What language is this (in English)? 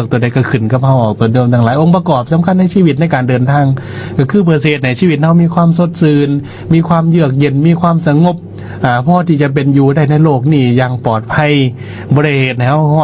Lao